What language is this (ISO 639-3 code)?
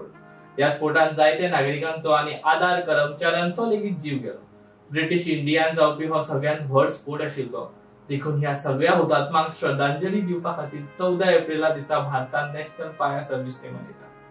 kok